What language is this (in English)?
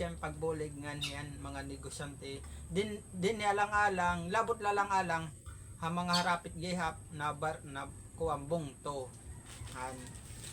Waray